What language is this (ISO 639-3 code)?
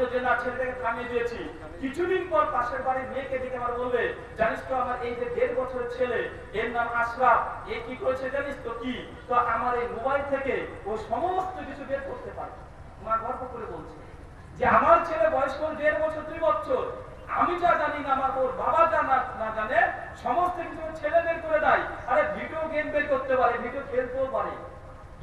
ben